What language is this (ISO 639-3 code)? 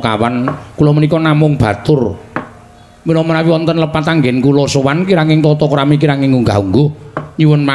jav